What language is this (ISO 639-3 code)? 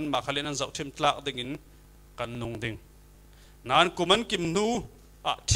cfm